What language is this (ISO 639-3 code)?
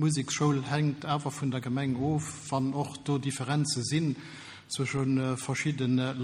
ltz